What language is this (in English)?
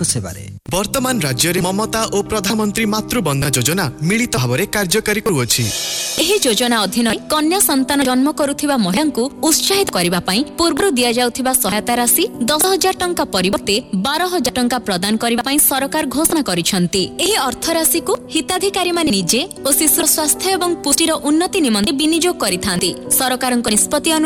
Odia